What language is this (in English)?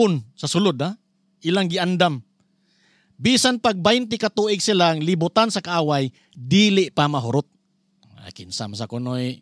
Cebuano